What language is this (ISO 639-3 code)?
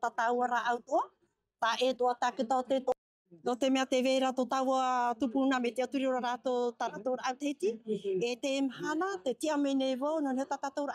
tah